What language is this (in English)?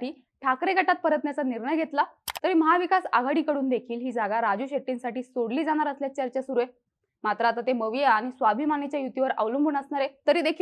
Marathi